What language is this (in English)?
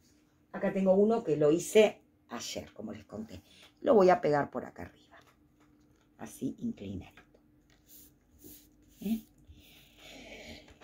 Spanish